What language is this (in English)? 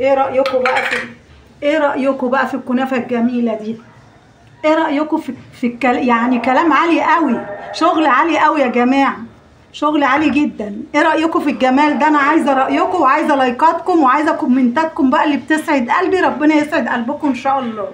Egyptian Arabic